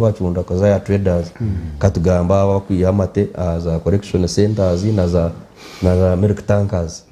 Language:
Nyankole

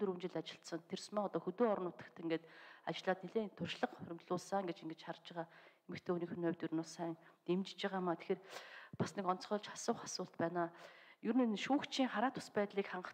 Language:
Mongolian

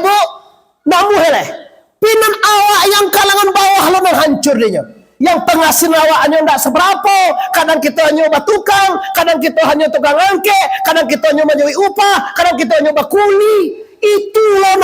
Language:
Minangkabau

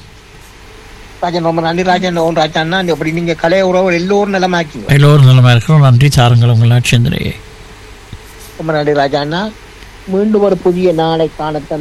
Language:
Tamil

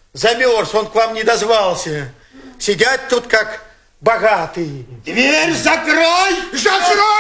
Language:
Russian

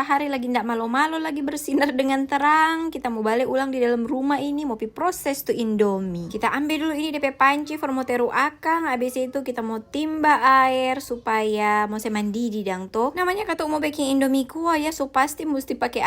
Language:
Manado Malay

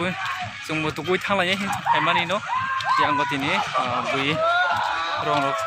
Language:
Kok Borok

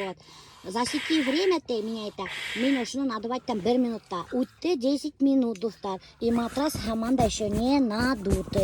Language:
Bashkir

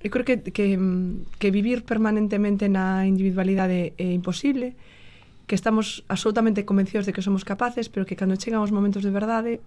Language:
Galician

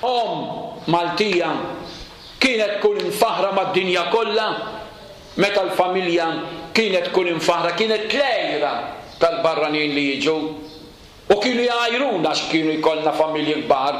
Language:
Maltese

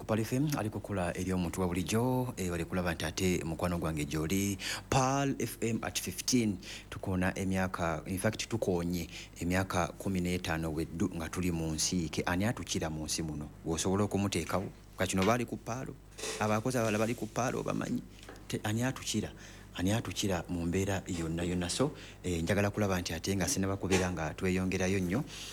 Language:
Ganda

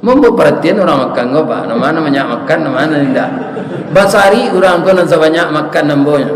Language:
Minangkabau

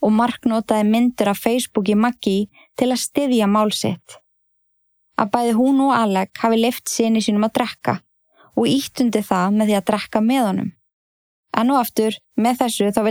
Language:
Icelandic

